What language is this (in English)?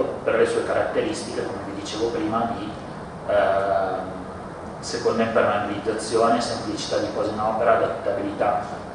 Italian